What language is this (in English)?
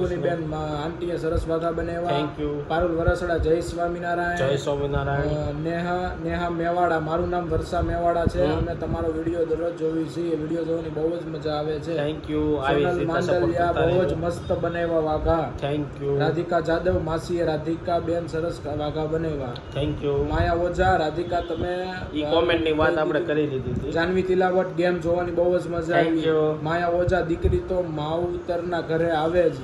Gujarati